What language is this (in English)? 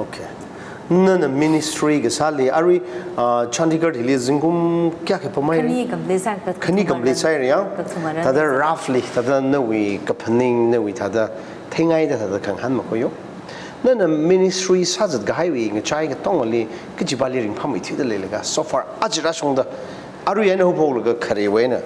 Tangkhul Naga (India)